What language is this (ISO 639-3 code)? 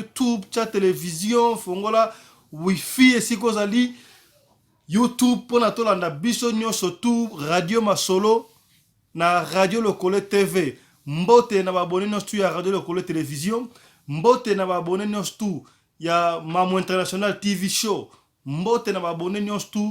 lin